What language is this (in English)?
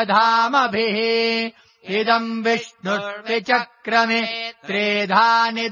Sanskrit